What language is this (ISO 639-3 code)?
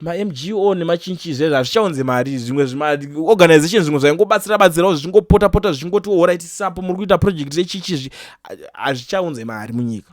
sna